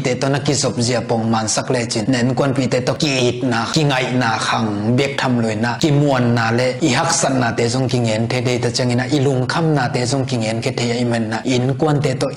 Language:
Tedim Chin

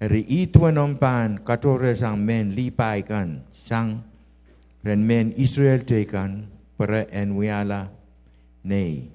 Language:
Pohnpeian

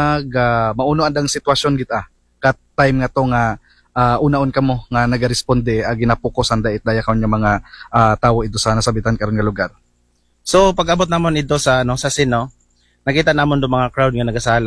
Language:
Aklanon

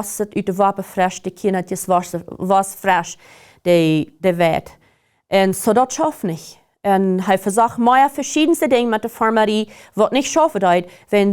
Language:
Plautdietsch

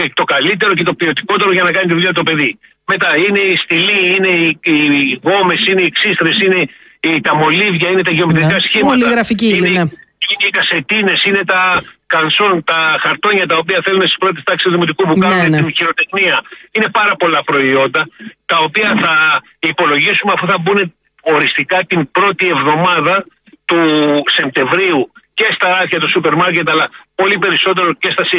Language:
Greek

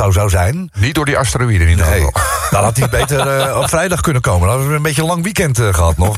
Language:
Dutch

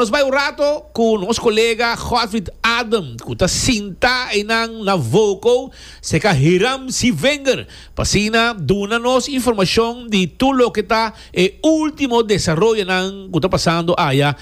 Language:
Papiamento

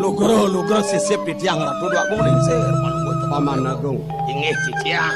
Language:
Balinese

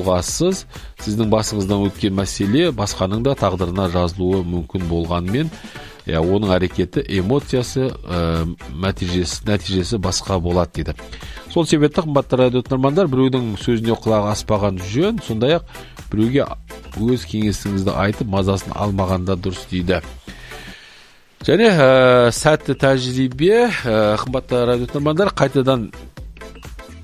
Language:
Kazakh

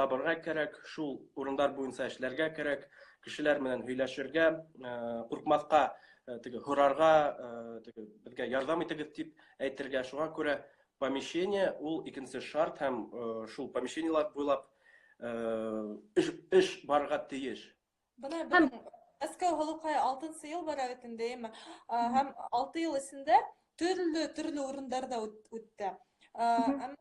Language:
Bashkir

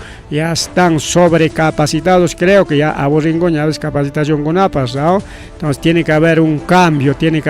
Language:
Ayacucho Quechua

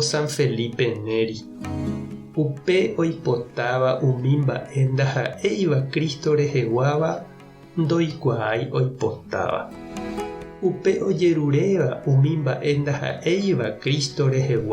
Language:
Guarani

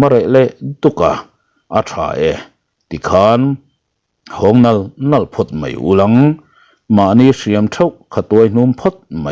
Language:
Mizo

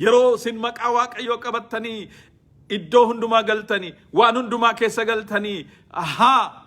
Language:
Oromo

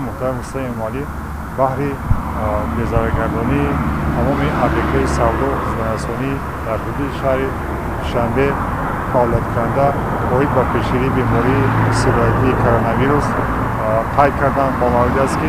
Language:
Tajik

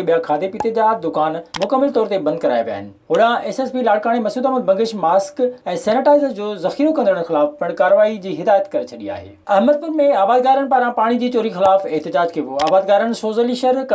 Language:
Sindhi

